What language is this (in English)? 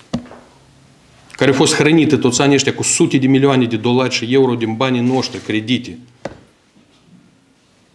Romanian